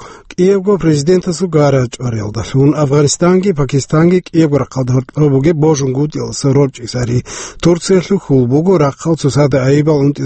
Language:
Avaric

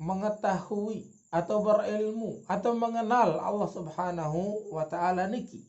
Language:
Sasak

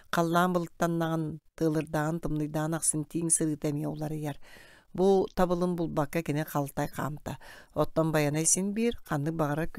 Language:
Yakut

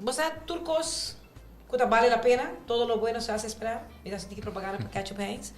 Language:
Papiamento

